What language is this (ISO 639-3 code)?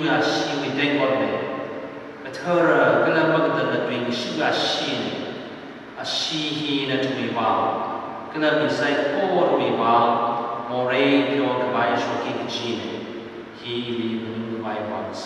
nmf